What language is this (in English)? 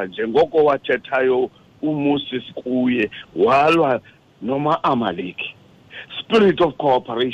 Xhosa